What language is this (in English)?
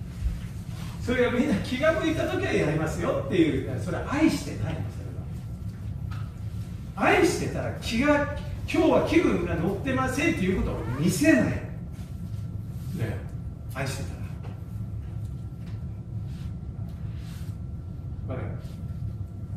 Japanese